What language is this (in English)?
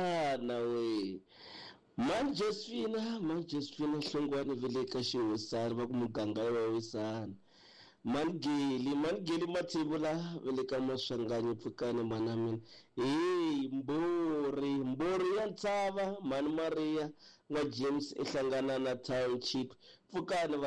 Tsonga